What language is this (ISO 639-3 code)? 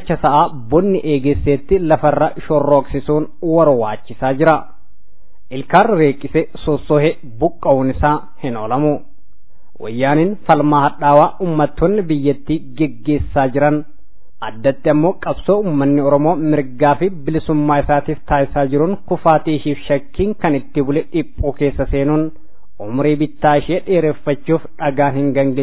orm